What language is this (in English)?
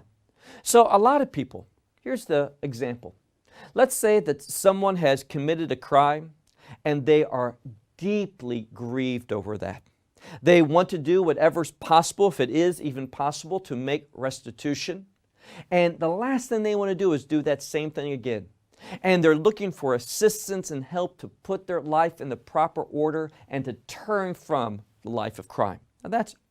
English